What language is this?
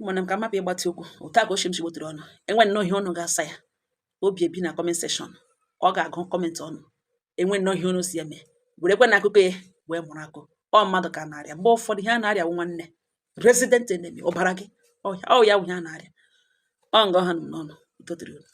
Igbo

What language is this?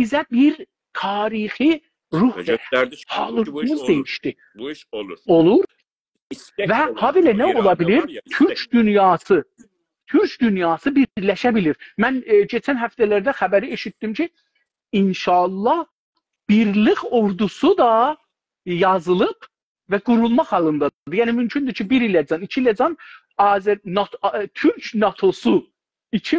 South Azerbaijani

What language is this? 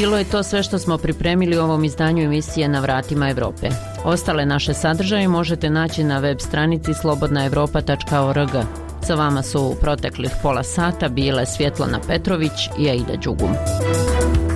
Bosnian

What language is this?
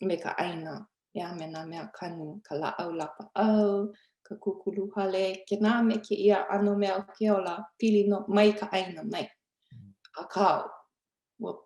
Hawaiian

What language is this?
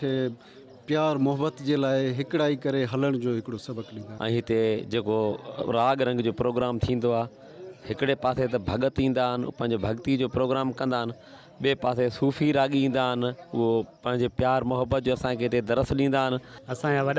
Sindhi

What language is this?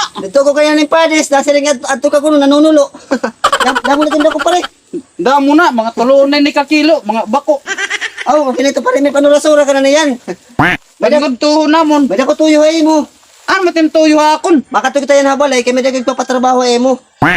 Waray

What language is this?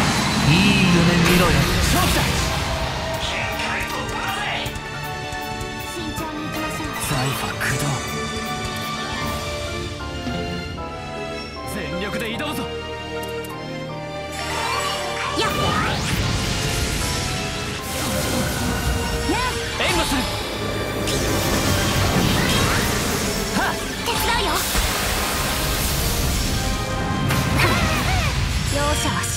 Japanese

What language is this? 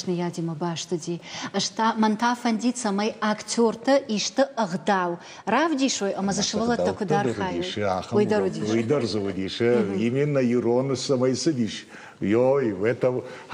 Ossetic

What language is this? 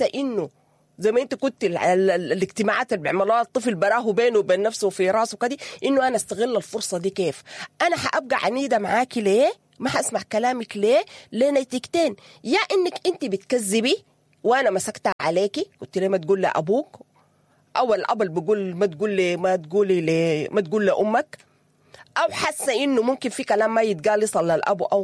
Sudanese Arabic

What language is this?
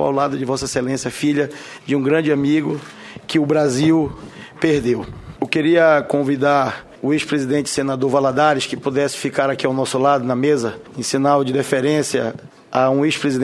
Portuguese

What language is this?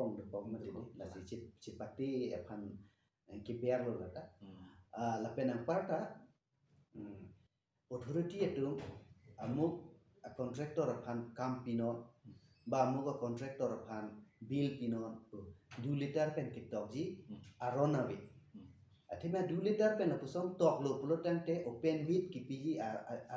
Karbi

